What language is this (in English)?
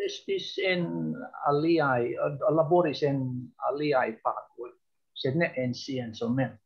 Esperanto